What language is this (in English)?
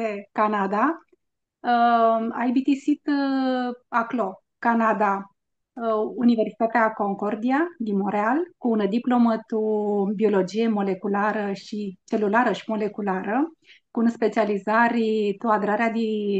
Aromanian